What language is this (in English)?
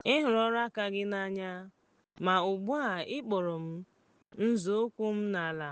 Igbo